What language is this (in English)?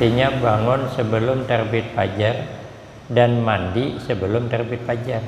Banjar